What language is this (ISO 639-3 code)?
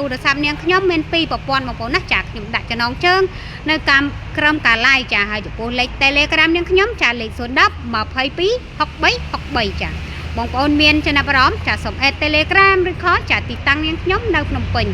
khm